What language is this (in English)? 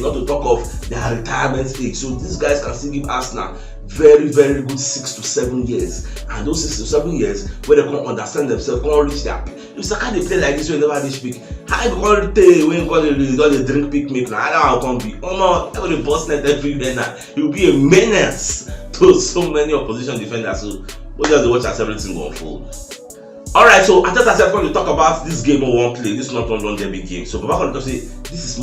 Nigerian Pidgin